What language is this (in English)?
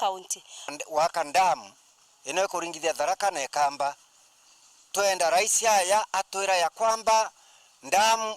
Meru